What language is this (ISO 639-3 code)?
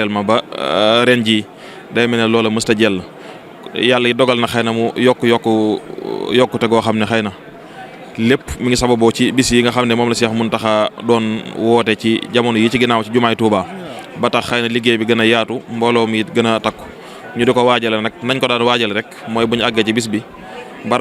wol